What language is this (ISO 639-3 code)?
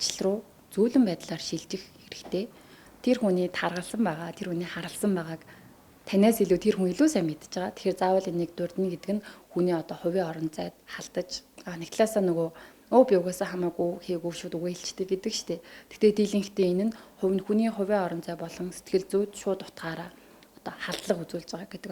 mon